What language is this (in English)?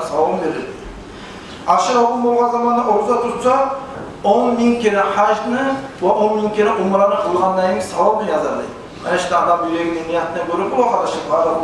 Kumyk